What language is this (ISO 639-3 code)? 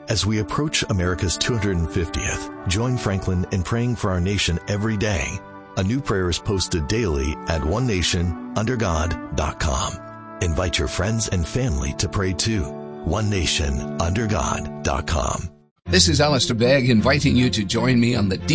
eng